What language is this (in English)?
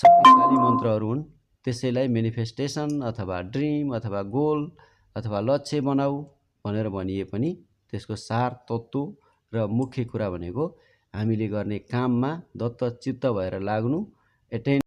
Nepali